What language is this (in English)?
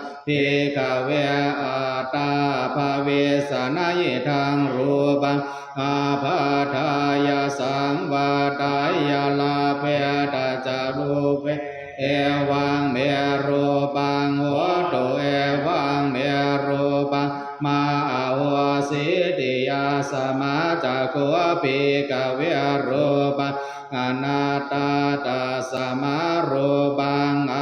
Pali